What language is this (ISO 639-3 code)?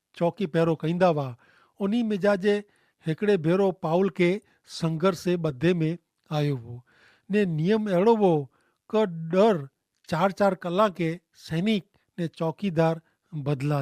kfr